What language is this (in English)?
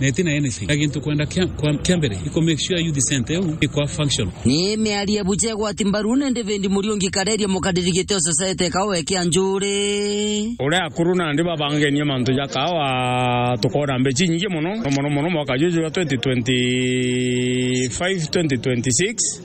Meru